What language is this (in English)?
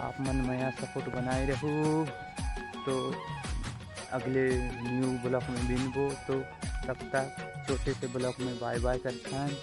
Chhattisgarhi